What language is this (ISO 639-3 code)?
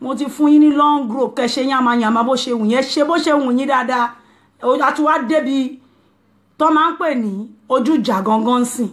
yor